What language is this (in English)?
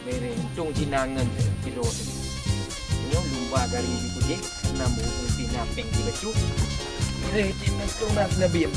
Achinese